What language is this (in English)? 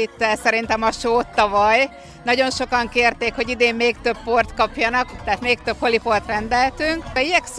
Hungarian